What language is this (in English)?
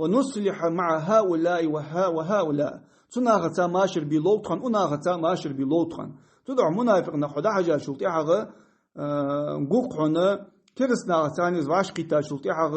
Ingush